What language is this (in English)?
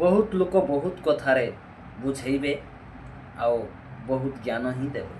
Odia